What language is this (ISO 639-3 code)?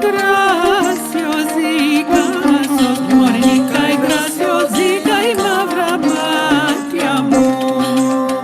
lad